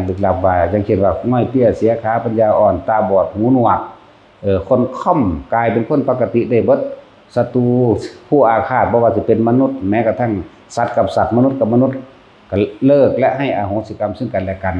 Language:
Lao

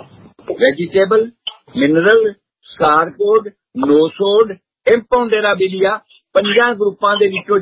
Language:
Punjabi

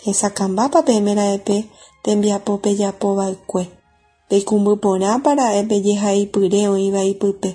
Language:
Guarani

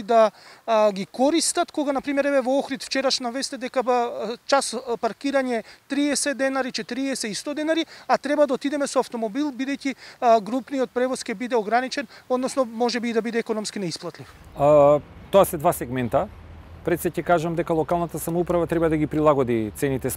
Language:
Macedonian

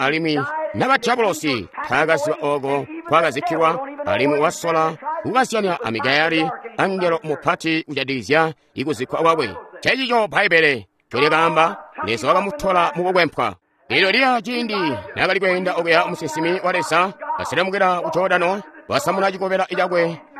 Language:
Tonga (Zambia)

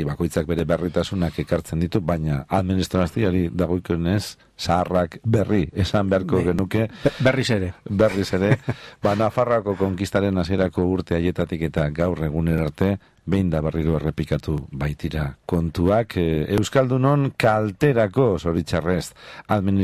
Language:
Basque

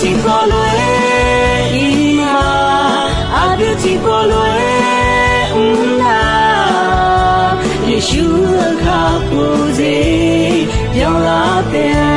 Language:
Akha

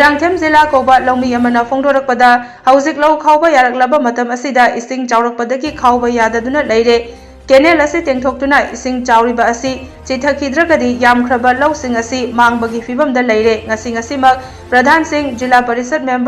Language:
Manipuri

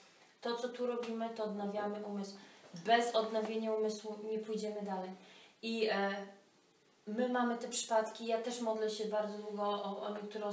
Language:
Polish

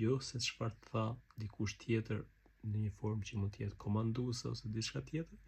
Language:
Albanian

